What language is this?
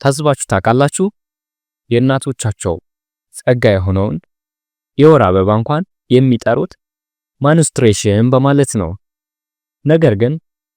Amharic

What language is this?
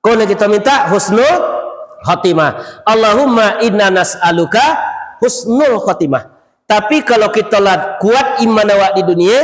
Minangkabau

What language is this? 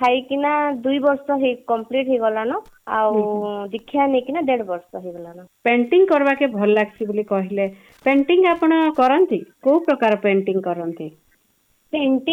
Odia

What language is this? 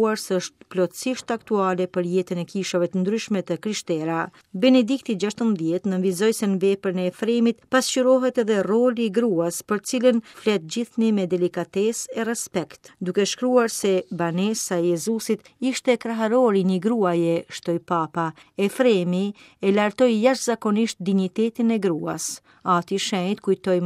Albanian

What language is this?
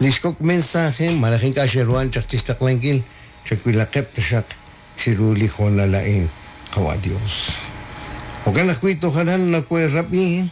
Kekchí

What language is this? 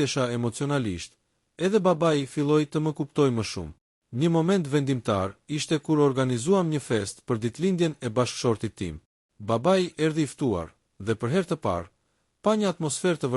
Albanian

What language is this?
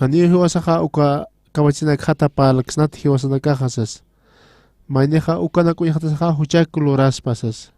Aymara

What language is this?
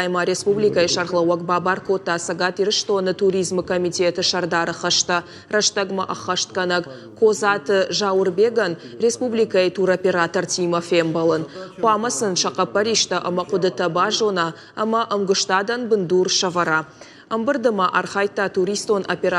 Ossetic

